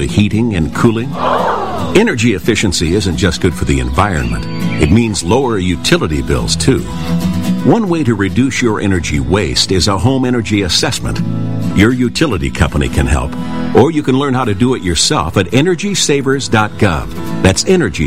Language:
English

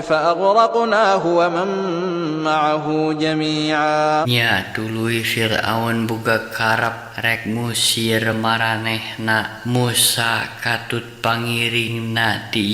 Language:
Sundanese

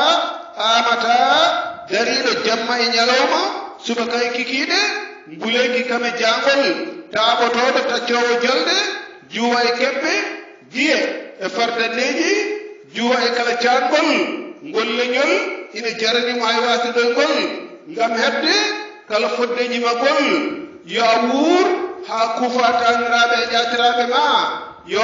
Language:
Fula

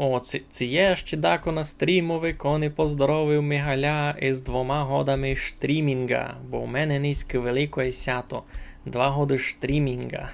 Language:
Rusyn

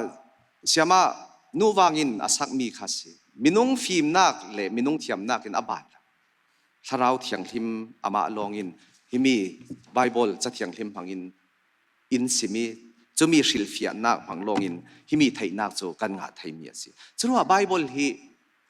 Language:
Falam Chin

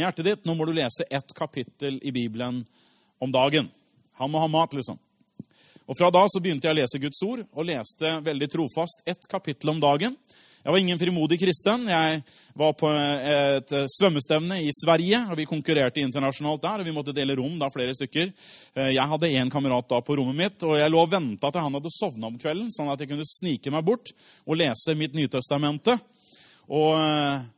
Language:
Norwegian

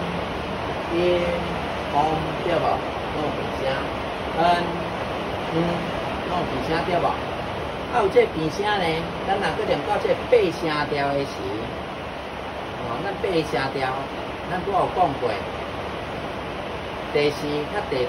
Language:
Min Nan Chinese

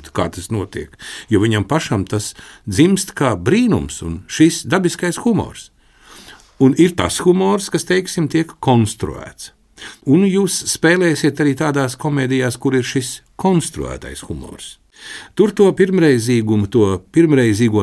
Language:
Latvian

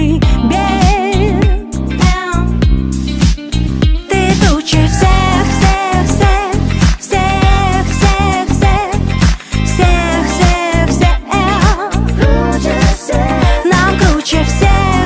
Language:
Russian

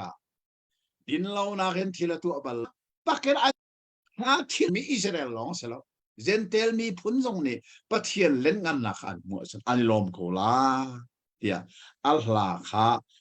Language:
Hakha Chin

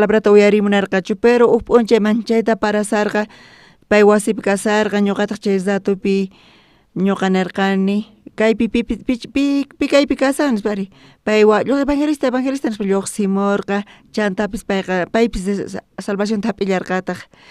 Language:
South Bolivian Quechua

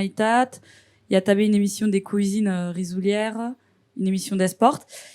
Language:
Occitan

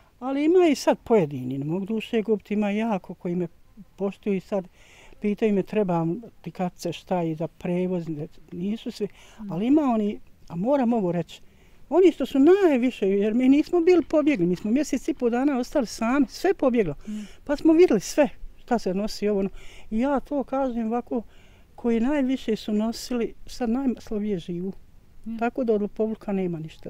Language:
Bosnian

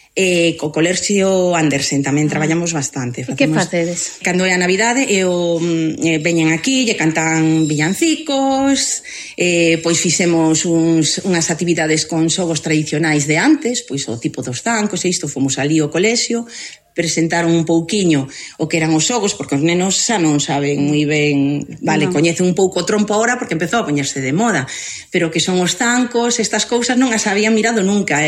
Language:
Galician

